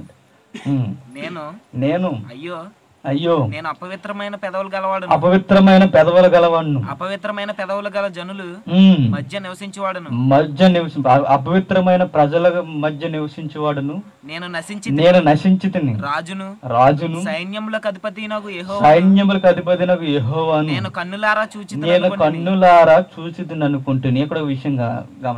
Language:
Telugu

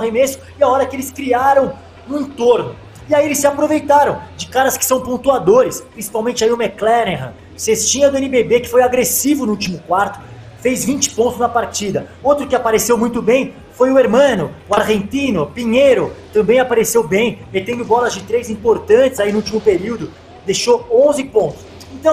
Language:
Portuguese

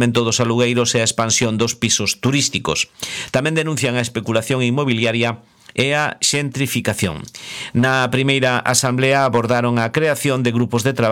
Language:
Galician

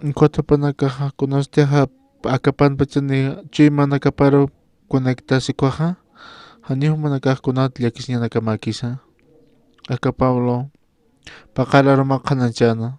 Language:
Aymara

